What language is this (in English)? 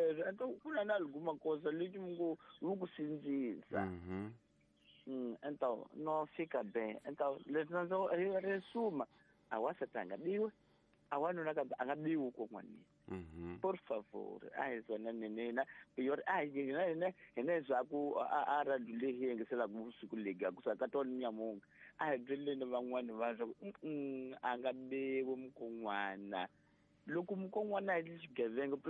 Tsonga